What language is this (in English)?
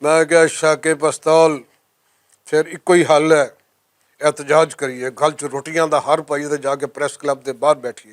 Western Panjabi